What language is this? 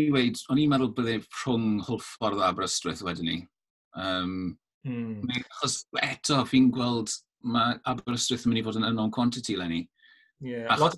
Welsh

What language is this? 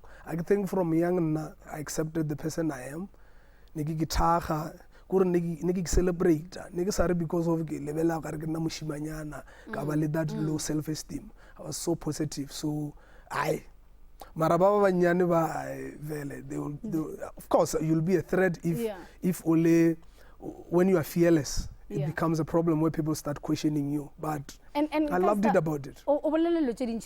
Northern Sotho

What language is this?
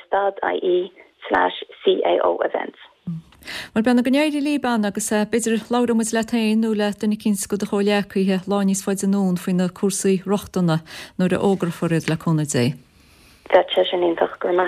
Irish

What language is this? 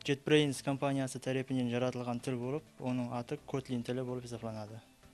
Kara-Kalpak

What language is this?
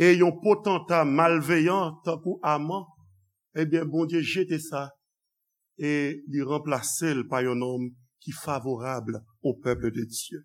Haitian Creole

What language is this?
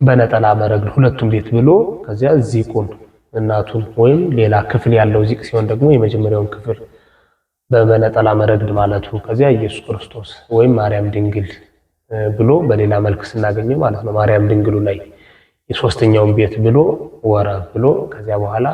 Amharic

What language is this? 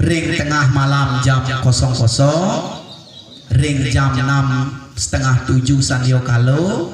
Balinese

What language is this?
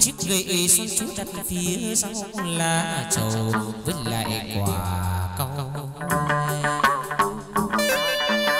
Vietnamese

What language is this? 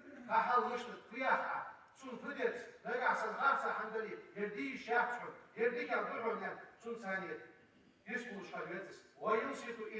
Ingush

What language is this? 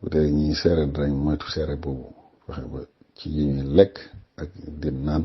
Wolof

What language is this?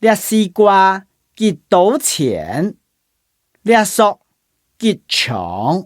Hakka Chinese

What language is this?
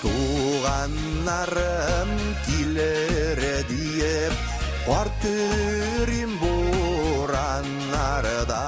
Bashkir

